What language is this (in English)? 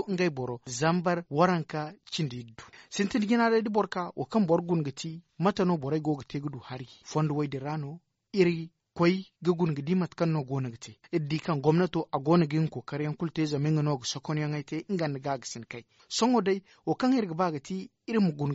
Zarma